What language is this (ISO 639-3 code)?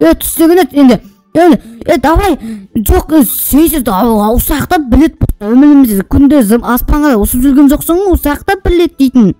kaz